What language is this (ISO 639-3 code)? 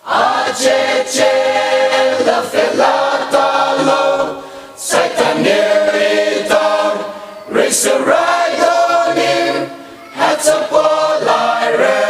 pmx